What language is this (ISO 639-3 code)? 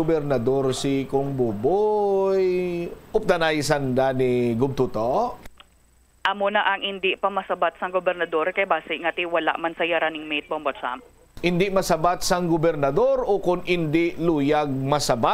hil